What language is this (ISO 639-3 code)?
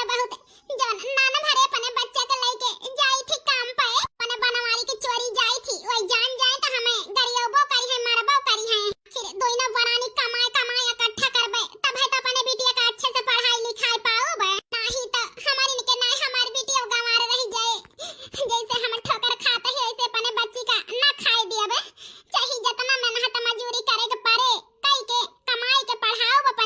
awa